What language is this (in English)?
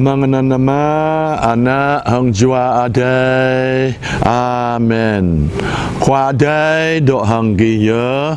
Jarai